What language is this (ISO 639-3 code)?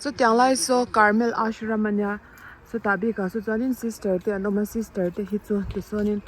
lus